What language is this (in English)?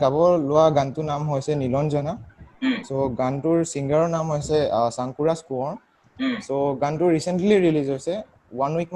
Assamese